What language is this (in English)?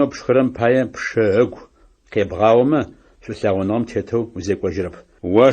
Adyghe